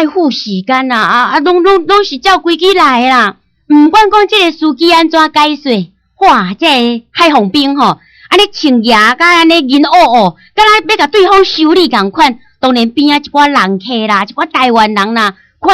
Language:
Min Nan Chinese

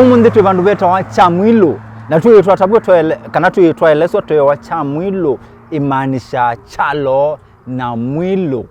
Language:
Kamba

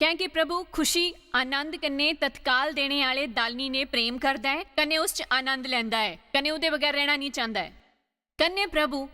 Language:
Dogri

